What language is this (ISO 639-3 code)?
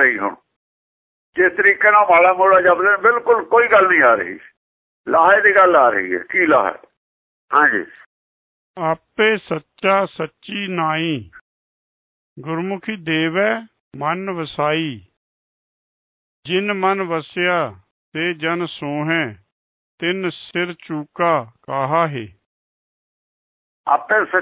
pan